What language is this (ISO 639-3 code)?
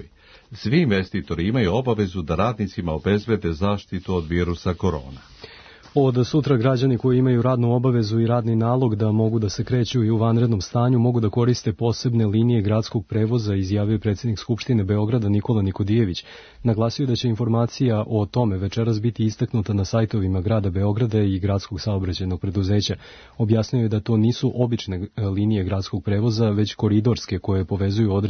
srp